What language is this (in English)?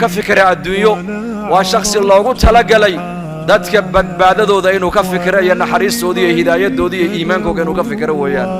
Somali